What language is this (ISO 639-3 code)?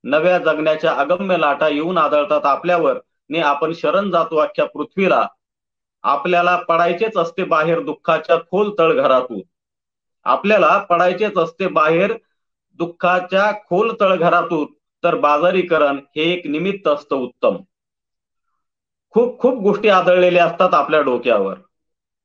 mar